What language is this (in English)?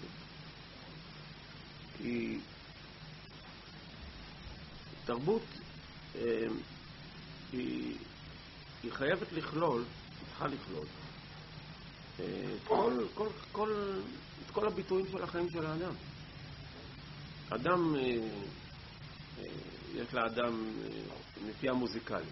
Hebrew